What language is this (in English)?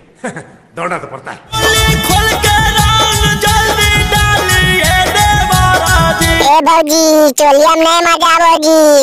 Magahi